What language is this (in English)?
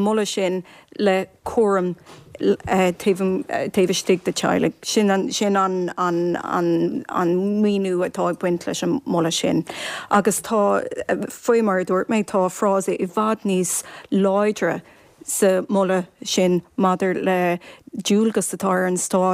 Irish